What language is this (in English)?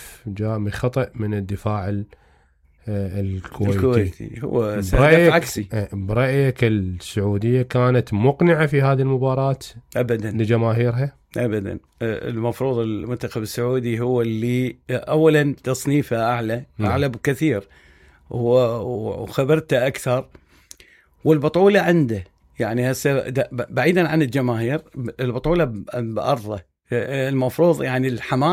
Mesopotamian Arabic